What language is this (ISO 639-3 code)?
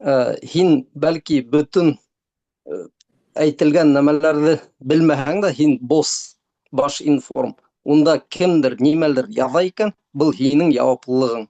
bak